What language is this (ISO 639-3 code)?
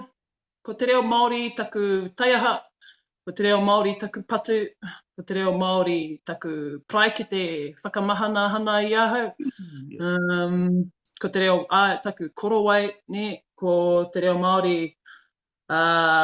mri